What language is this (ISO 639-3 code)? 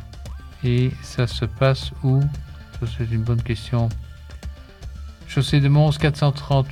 fra